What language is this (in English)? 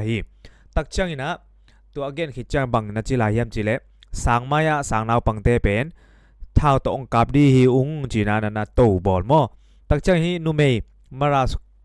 Tedim Chin